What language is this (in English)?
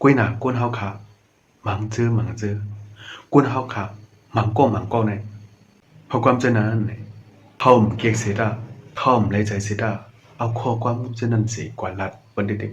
Shan